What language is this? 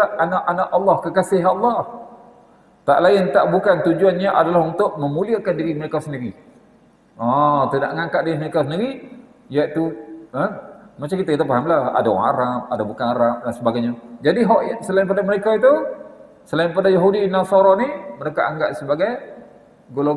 Malay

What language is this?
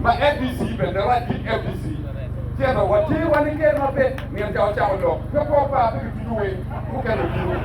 Acoli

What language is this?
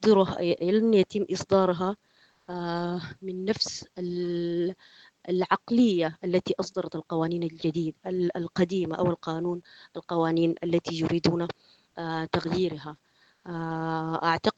Sudanese Arabic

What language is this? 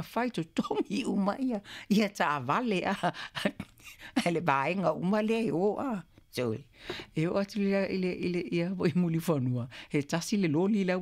Samoan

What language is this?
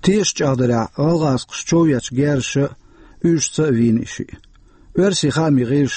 Chechen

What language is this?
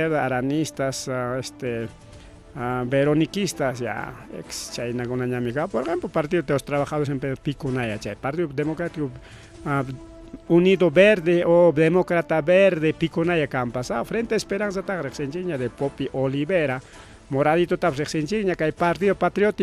Ayacucho Quechua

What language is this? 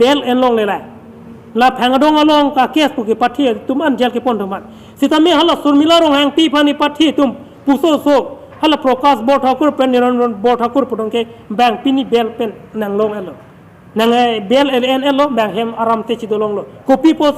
Karbi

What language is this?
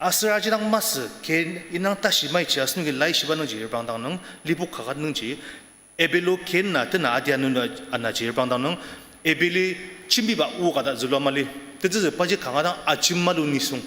Ao Naga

